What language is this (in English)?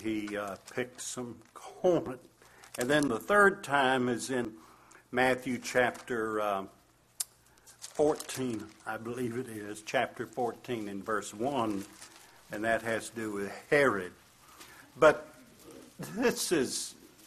English